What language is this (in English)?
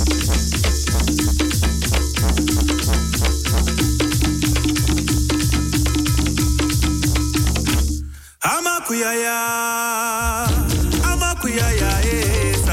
Swahili